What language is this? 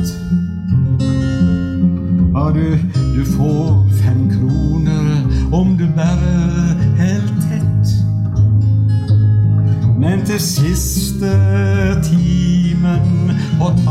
Norwegian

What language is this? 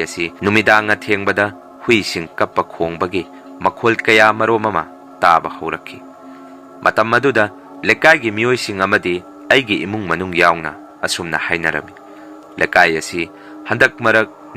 Manipuri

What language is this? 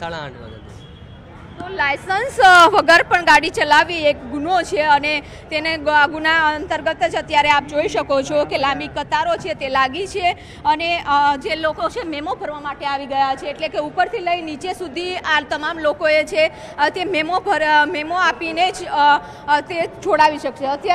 Gujarati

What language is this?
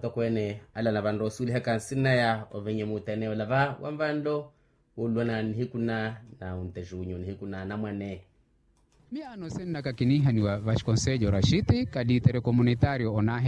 Makhuwa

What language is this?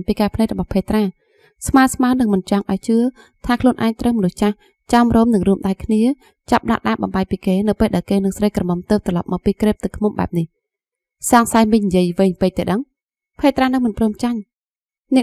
Khmer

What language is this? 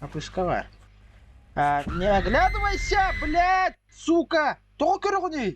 Yakut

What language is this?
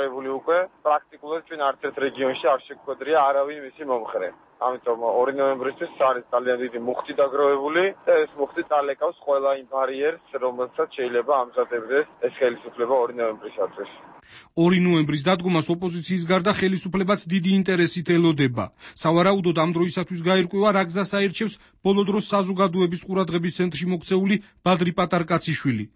Georgian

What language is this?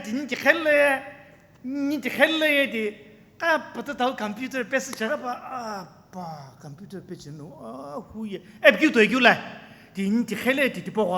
Sumi Naga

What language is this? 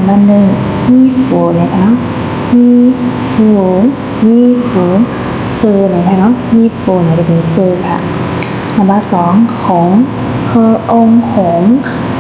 Shan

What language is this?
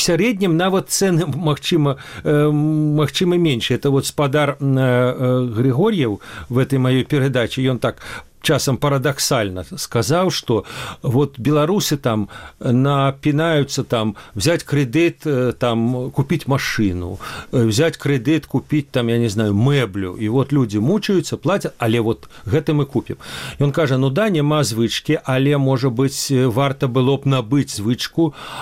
Belarusian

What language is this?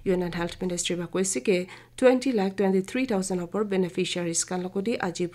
Naga Pidgin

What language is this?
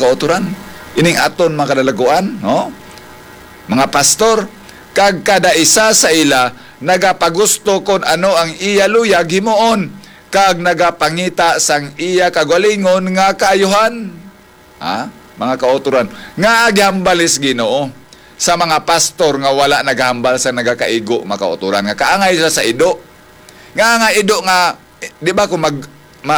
Hiligaynon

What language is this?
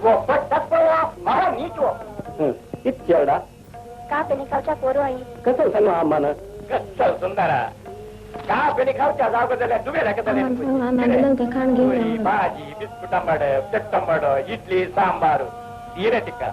Konkani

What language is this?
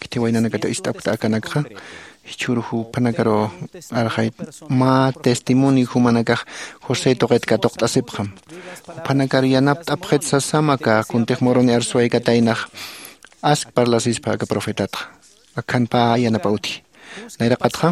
Aymara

